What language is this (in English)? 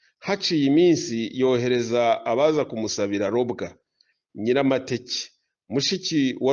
Kinyarwanda